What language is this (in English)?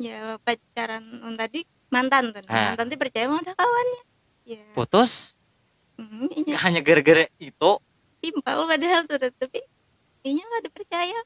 Banjar